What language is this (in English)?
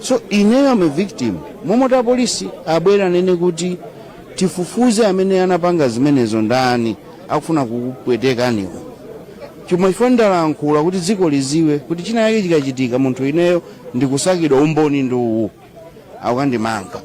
Nyanja